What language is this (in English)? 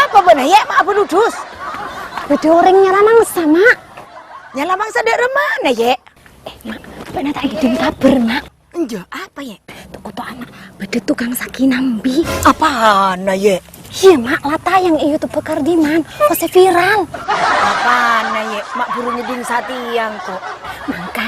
Madurese